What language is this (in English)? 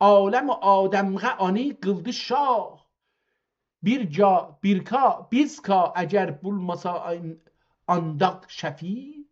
South Azerbaijani